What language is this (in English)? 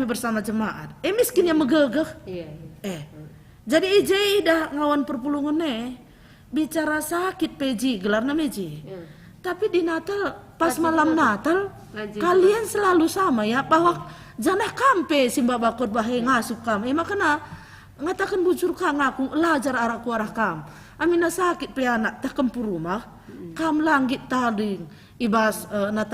Batak Karo